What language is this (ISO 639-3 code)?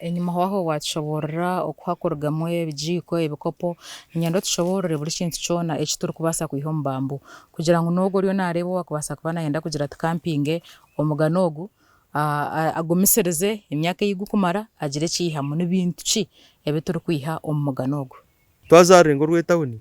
nyn